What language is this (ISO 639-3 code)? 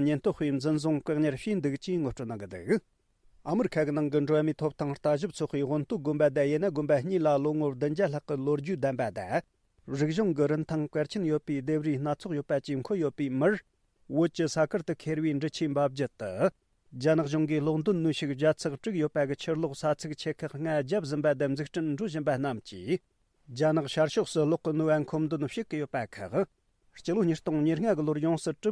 bod